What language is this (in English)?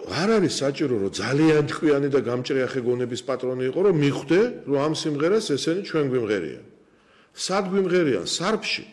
Georgian